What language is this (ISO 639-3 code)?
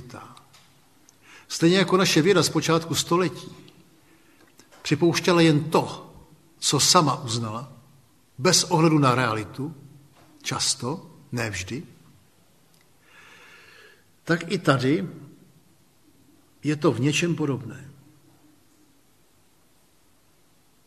ces